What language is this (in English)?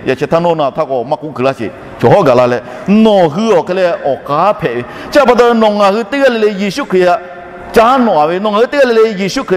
Lahu